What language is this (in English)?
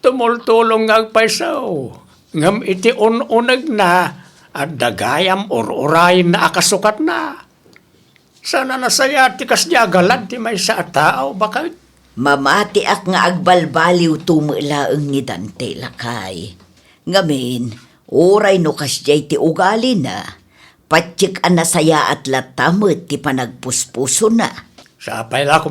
Iloko